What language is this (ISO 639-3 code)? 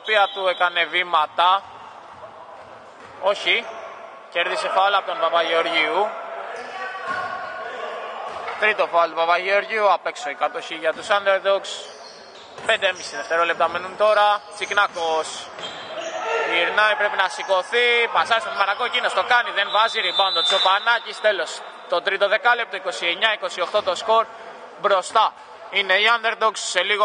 ell